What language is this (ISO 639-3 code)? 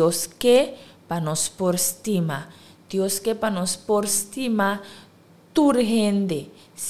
pap